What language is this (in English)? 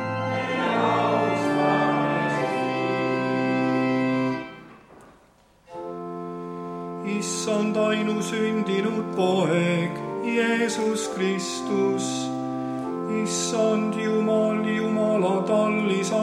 Estonian